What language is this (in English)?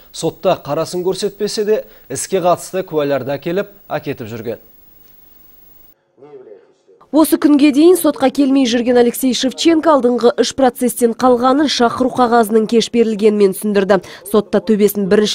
Kazakh